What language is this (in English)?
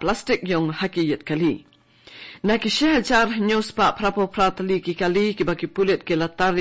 Khasi